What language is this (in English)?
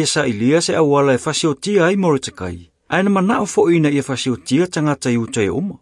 Samoan